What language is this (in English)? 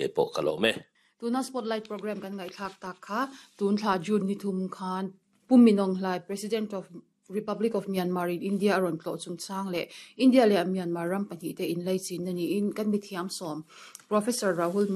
Mizo